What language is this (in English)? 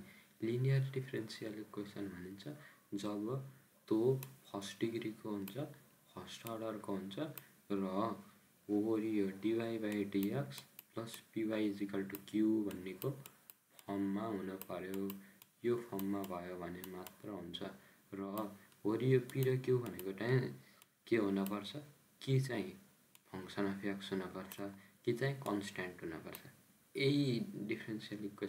Nepali